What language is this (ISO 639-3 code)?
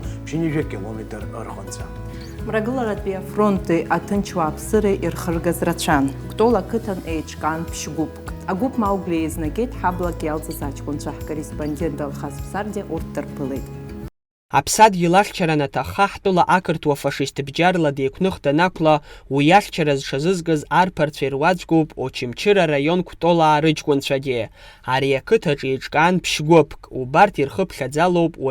abk